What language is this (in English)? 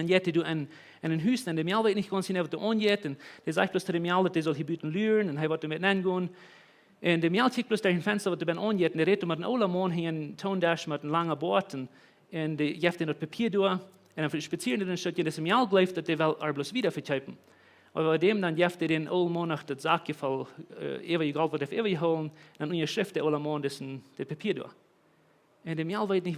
Plautdietsch